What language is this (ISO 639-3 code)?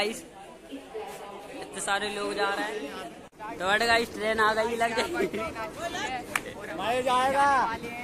hin